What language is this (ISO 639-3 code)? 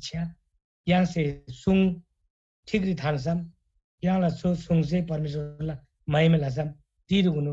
taj